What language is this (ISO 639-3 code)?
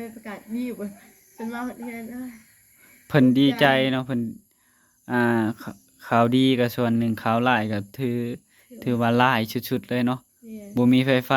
tts